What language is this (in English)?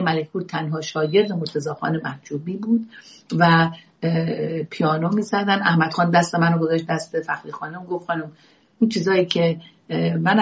Persian